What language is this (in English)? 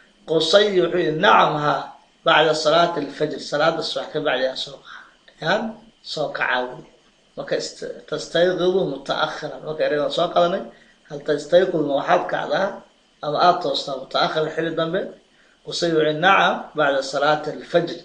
Somali